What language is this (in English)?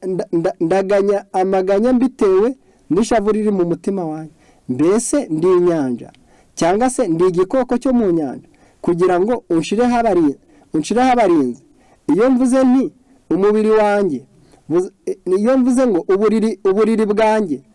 Kinyarwanda